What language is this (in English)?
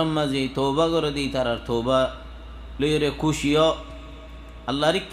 Rohingya